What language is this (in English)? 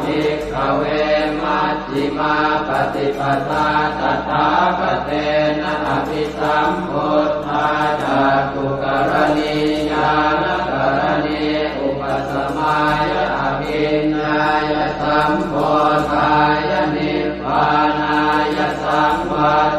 Pali